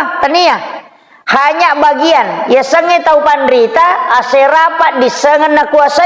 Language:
Buginese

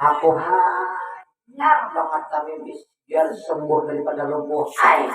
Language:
Banjar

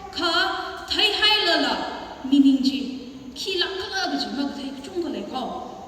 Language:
Tangkhul Naga (India)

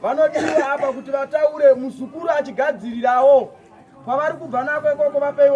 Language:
Shona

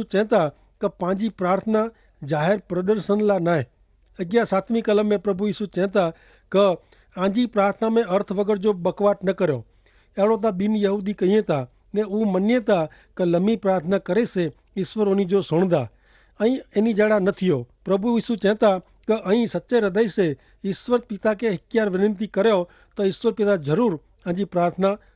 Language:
Kachhi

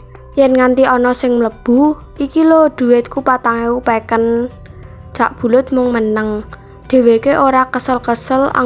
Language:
Javanese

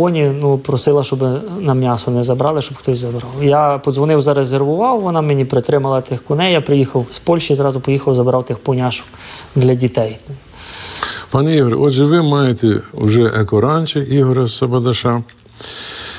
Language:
Ukrainian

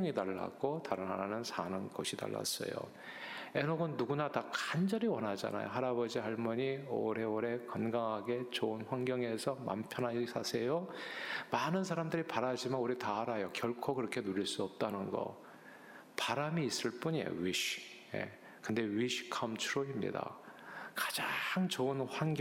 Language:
Korean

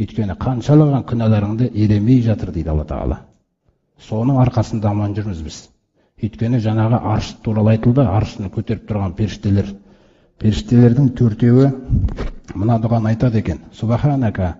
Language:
Kazakh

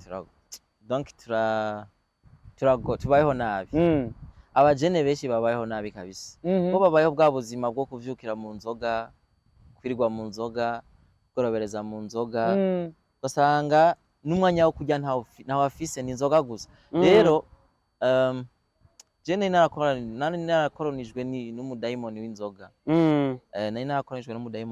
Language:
Rundi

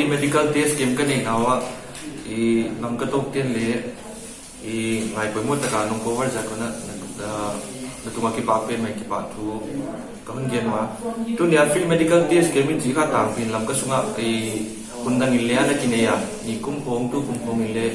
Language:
Paite Chin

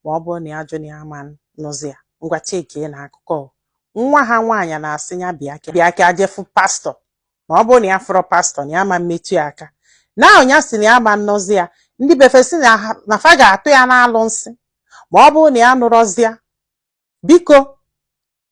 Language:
Igbo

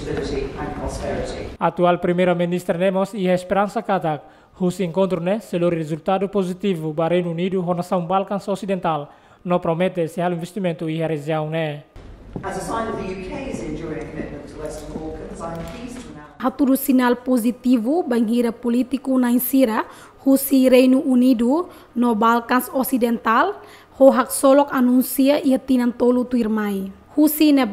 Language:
Tetum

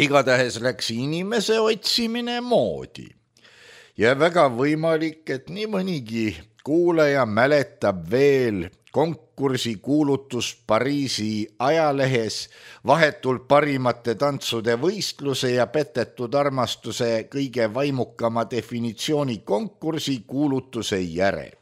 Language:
Estonian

